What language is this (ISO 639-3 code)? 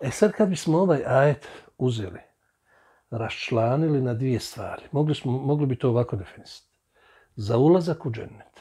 bos